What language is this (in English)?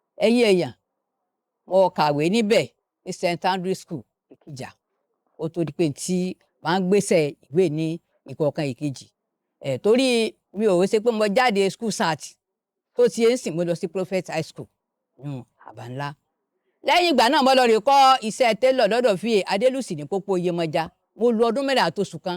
Yoruba